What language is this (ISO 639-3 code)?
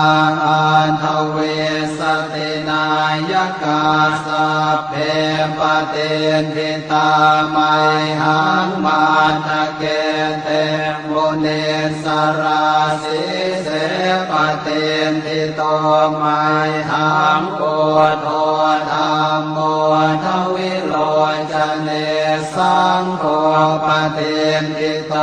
pli